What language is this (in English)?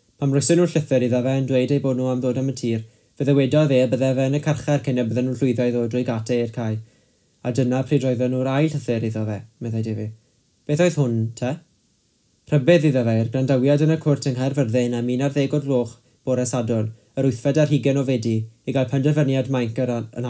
Welsh